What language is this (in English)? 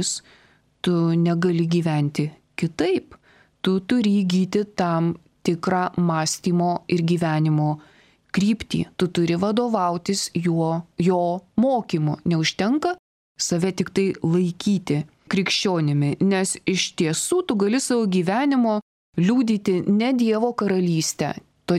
Lithuanian